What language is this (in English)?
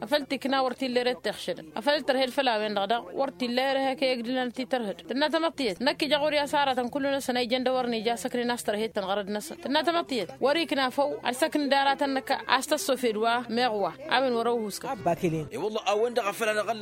Tamasheq